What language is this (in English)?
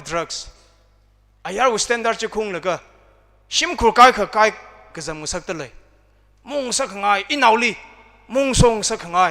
Tangkhul Naga (India)